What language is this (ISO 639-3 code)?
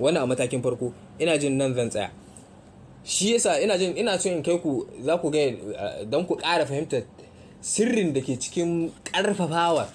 hau